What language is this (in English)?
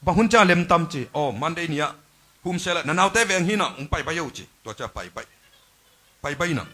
Tedim Chin